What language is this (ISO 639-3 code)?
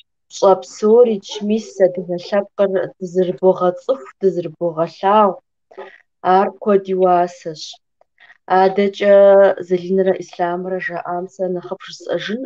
kbd